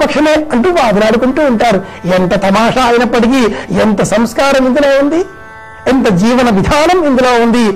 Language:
Telugu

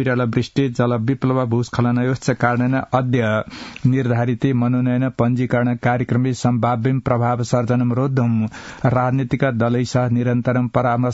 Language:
Sanskrit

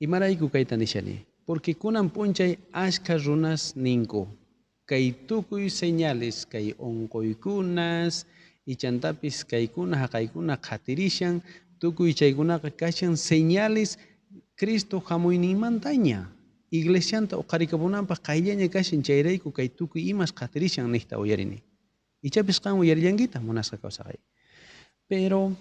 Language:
South Bolivian Quechua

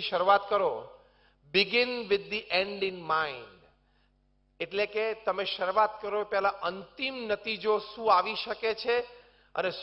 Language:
Gujarati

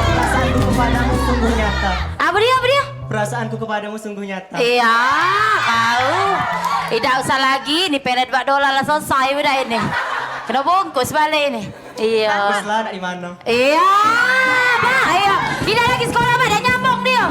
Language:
Musi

